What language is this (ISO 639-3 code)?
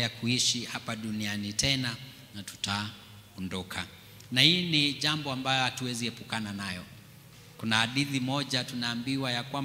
swa